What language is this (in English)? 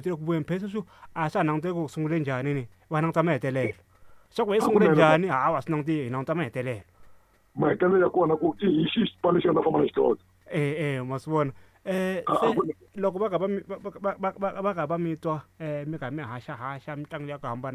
Tsonga